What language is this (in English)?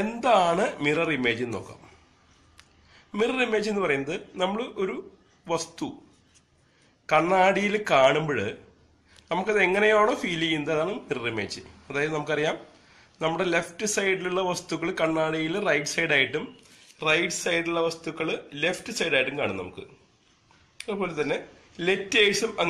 Malayalam